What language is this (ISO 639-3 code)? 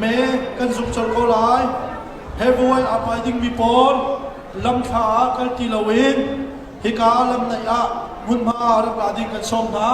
cnh